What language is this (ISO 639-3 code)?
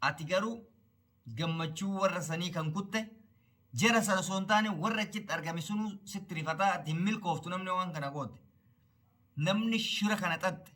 orm